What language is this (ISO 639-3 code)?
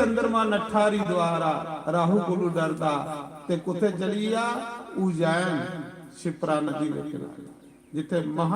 doi